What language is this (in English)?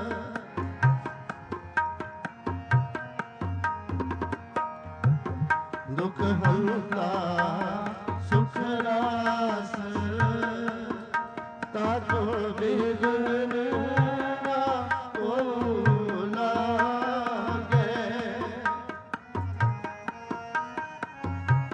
Punjabi